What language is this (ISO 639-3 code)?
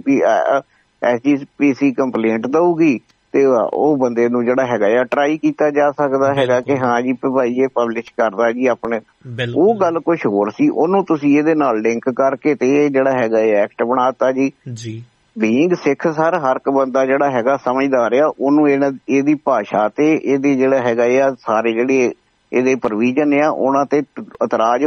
pan